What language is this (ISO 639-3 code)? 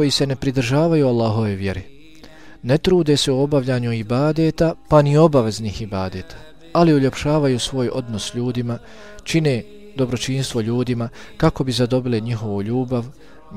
bos